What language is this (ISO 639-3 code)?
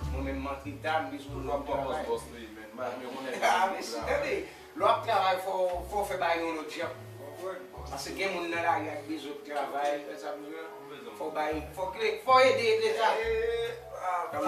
hat